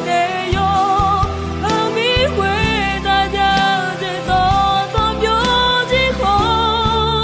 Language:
Akha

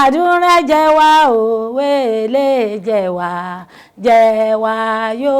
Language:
Yoruba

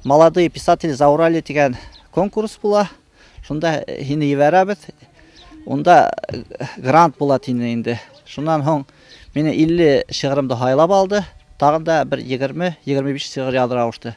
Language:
Bashkir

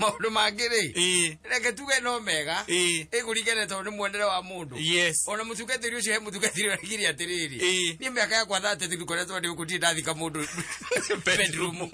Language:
Kikuyu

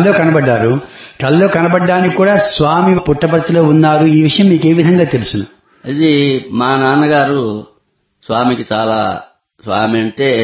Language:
Telugu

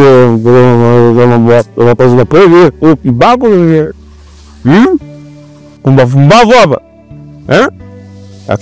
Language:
Swahili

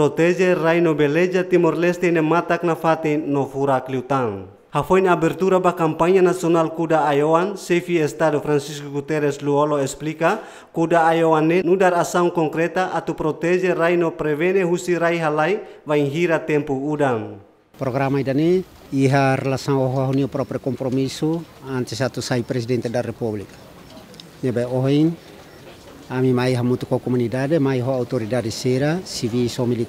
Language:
Tetum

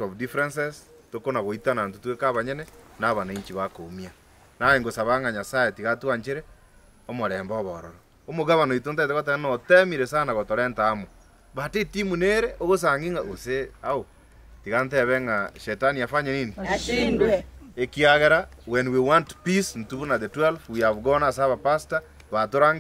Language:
Gusii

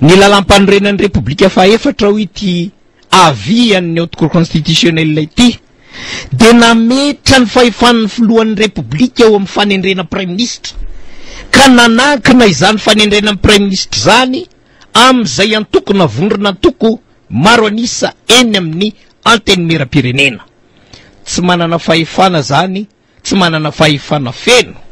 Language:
Malagasy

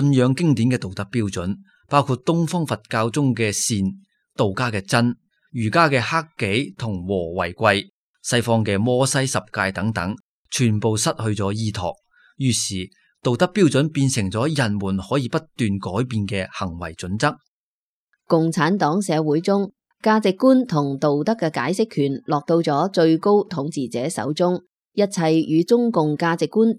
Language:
Cantonese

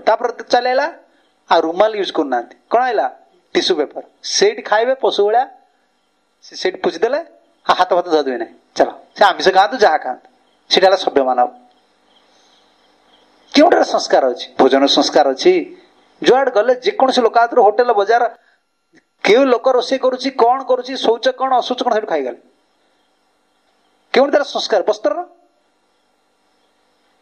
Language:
Odia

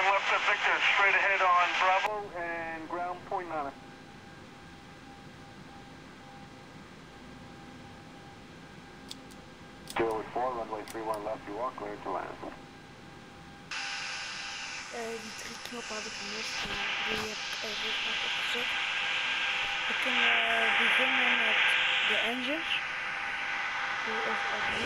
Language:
Dutch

